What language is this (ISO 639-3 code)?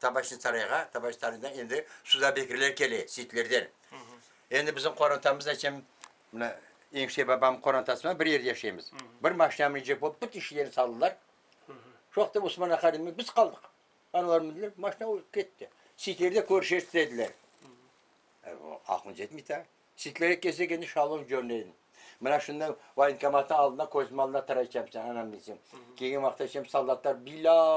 crh